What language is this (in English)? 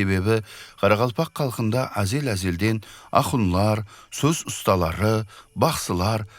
Kara-Kalpak